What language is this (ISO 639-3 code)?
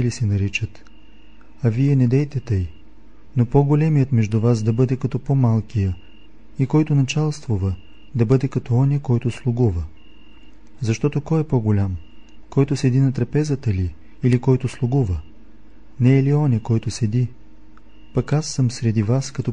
bul